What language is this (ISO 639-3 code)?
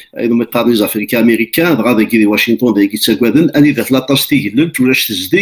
kab